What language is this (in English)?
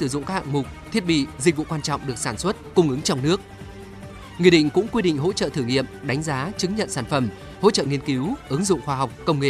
Vietnamese